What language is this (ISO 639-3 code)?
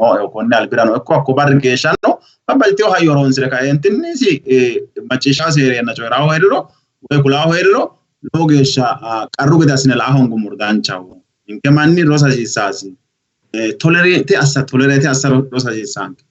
sid